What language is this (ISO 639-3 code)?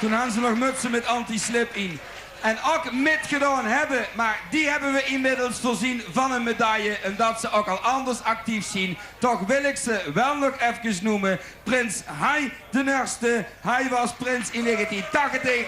lim